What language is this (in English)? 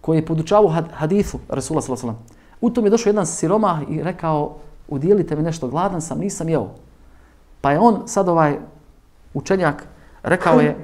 Bosnian